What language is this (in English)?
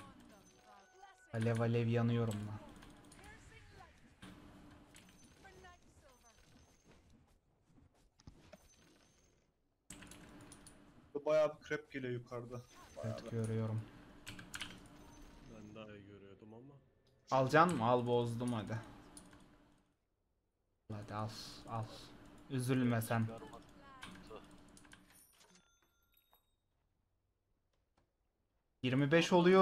Turkish